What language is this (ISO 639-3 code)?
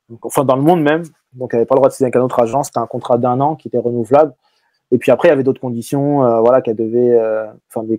fra